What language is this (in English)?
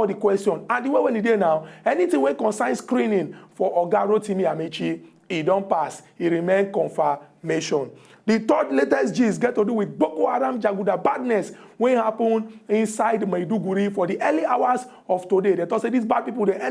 Nigerian Pidgin